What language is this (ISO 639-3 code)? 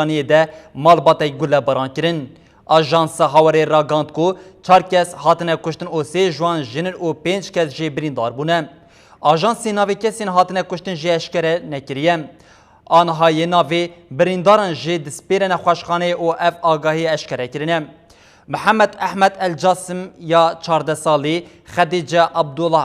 kur